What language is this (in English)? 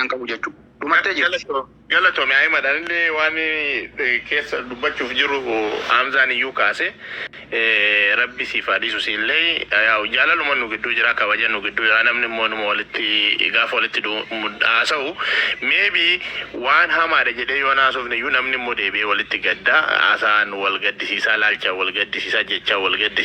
Oromo